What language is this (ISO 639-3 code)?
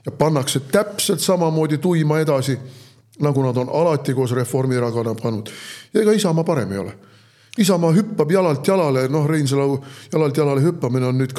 est